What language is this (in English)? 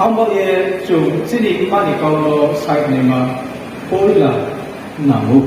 Riang (India)